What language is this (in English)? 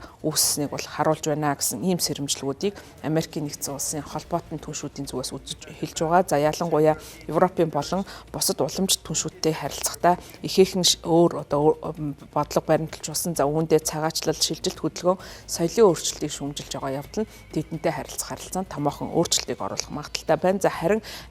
Mongolian